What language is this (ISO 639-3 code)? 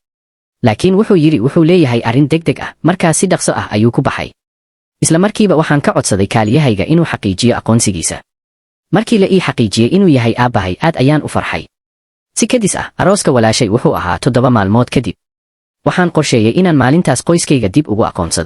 som